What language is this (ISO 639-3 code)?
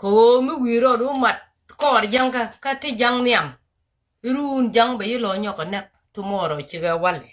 nus